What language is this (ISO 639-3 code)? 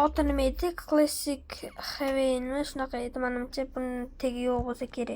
uzb